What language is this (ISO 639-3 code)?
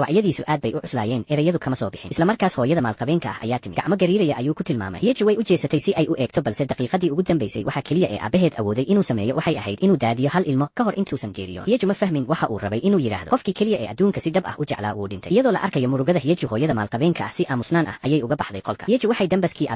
som